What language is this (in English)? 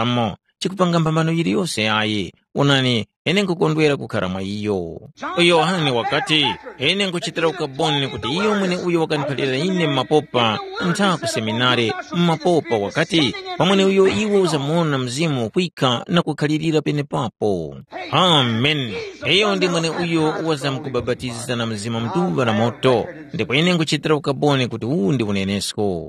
Tumbuka